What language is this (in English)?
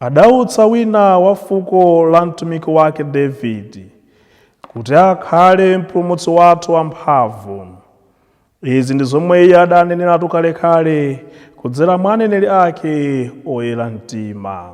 Nyanja